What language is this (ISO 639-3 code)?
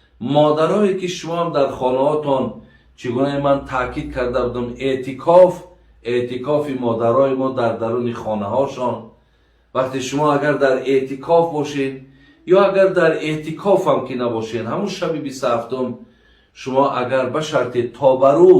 tgk